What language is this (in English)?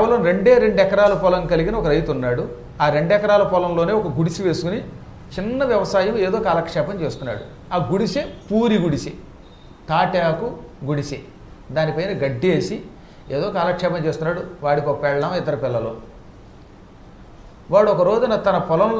Telugu